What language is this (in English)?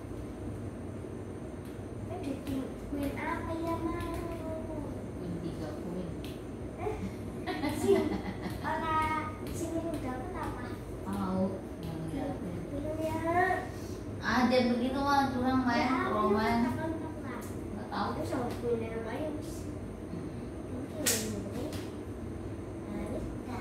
Indonesian